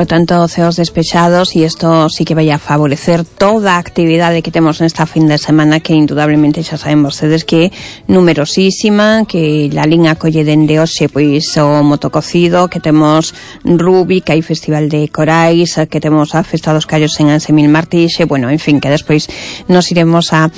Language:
Galician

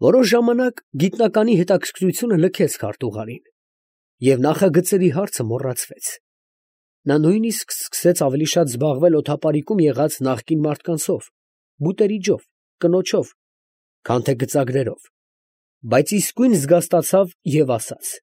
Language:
Armenian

